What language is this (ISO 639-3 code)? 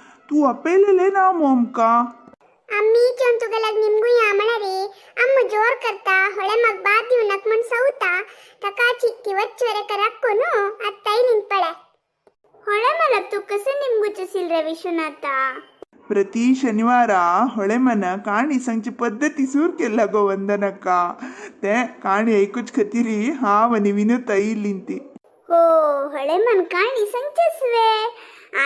kok